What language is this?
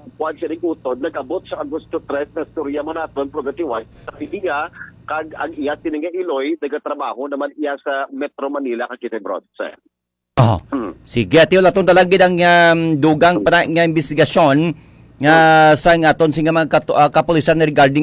Hiligaynon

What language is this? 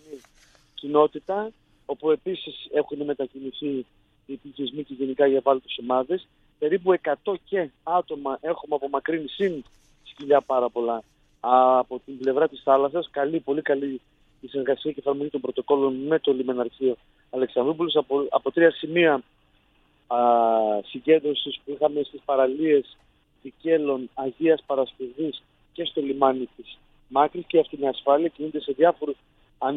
Greek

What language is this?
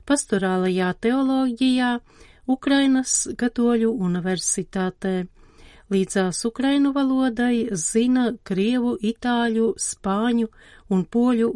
Latvian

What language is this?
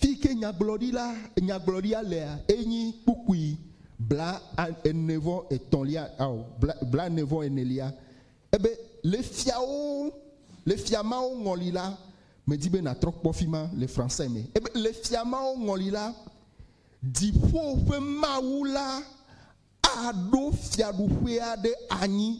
Ewe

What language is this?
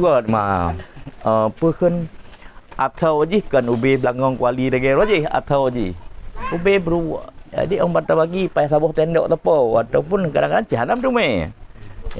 Achinese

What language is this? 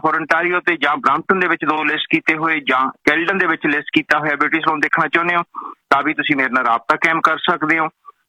Punjabi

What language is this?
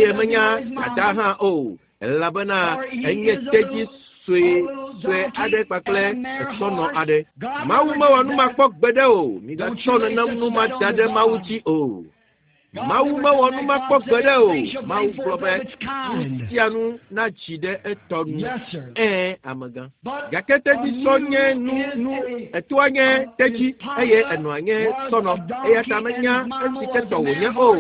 Ewe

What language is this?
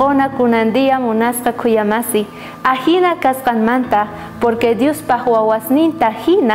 South Bolivian Quechua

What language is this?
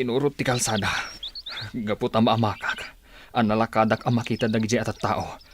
Iloko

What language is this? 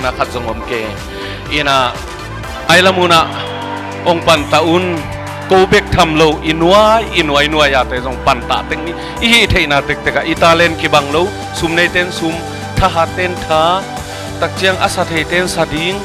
Tedim Chin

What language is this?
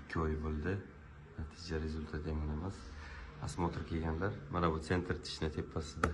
Uzbek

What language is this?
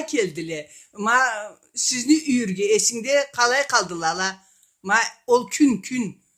Karachay-Balkar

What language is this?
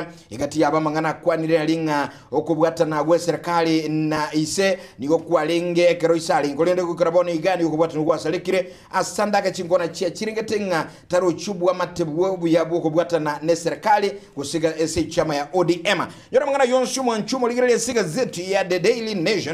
Gusii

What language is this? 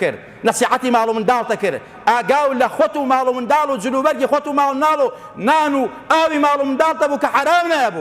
Central Kurdish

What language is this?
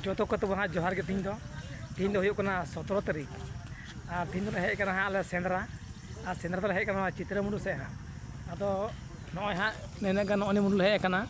Santali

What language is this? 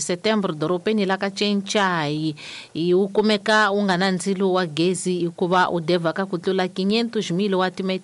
Tsonga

